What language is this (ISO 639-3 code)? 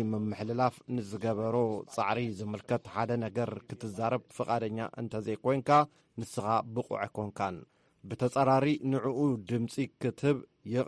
tir